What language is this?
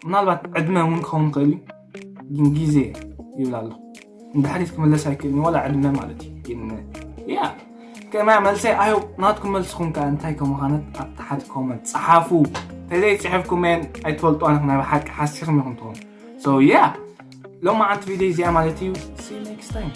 Tigrinya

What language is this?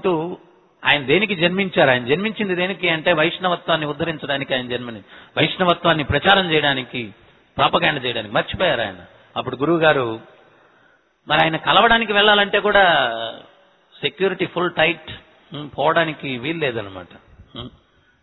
Telugu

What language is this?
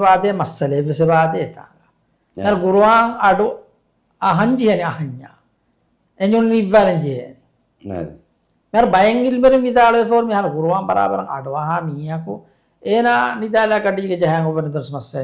Divehi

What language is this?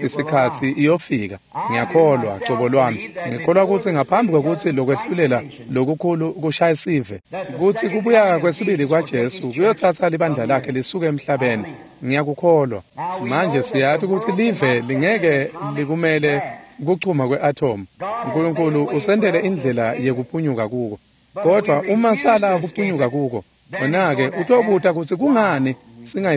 Swati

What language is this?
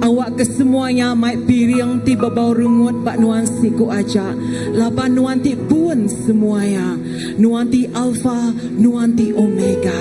Iban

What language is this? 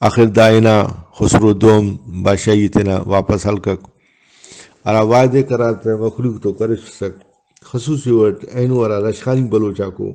Brahui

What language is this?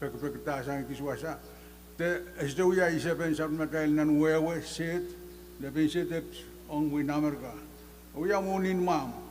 Pohnpeian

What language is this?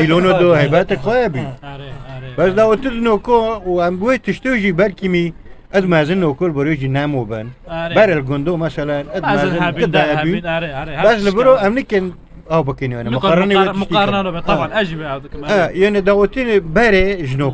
Kurdish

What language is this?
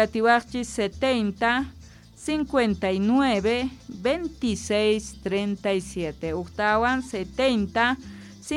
South Bolivian Quechua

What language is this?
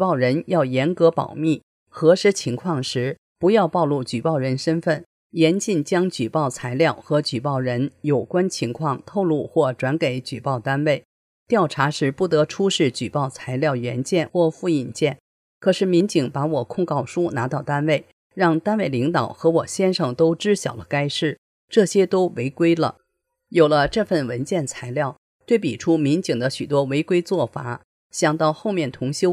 Chinese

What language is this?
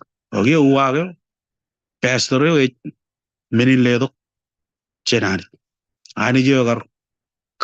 Marshallese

